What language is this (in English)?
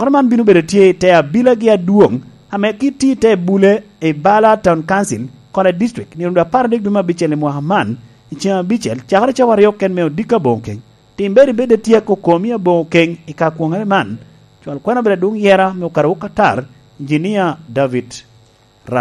Lango (Uganda)